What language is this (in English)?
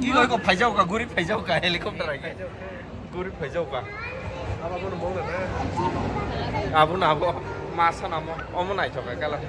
Kok Borok